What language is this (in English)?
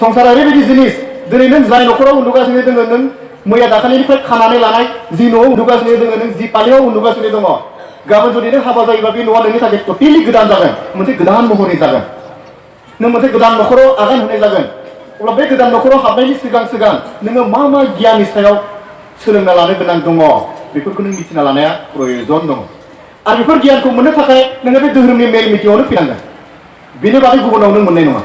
Bodo